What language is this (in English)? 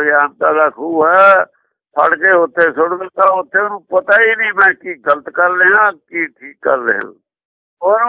Punjabi